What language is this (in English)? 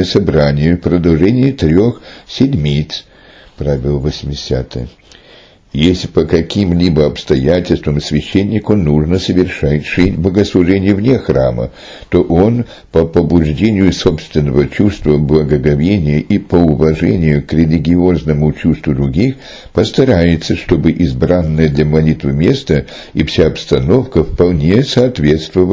Russian